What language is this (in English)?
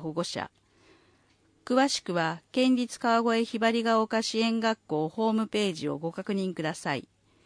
Japanese